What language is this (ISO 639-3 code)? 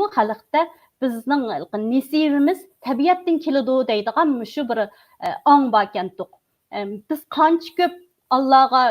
uig